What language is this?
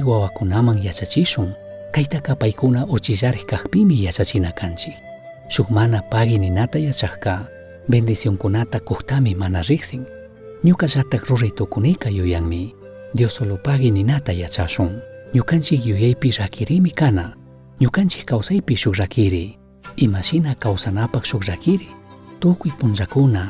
Chimborazo Highland Quichua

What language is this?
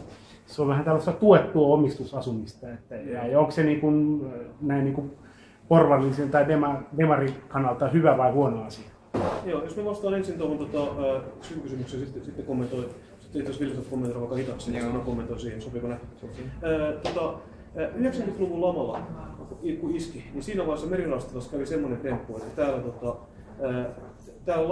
Finnish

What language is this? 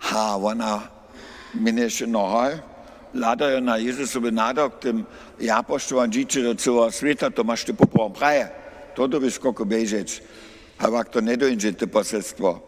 Upper Sorbian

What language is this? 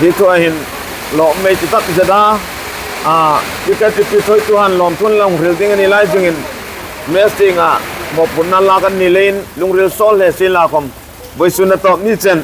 Hmar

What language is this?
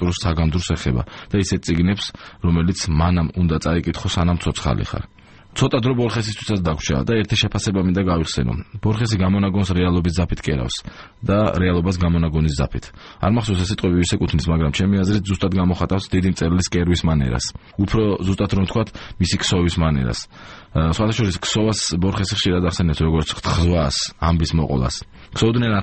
Georgian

